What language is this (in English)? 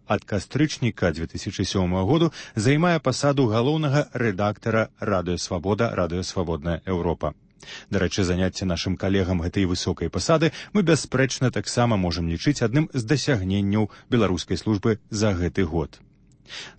Belarusian